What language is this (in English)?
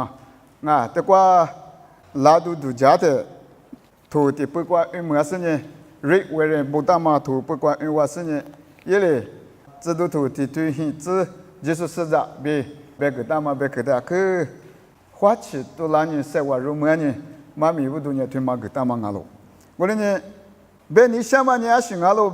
Lisu